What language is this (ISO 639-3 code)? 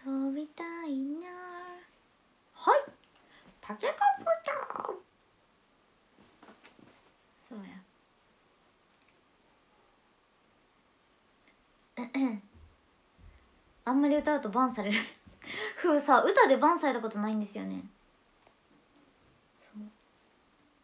jpn